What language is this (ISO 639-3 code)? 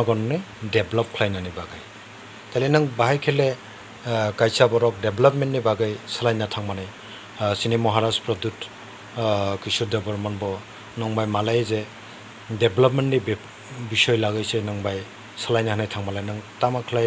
trp